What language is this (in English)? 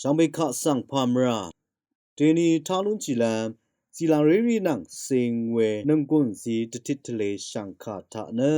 Rawang